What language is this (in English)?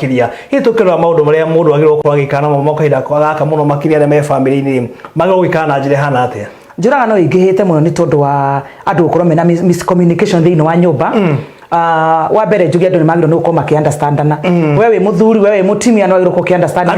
Kikuyu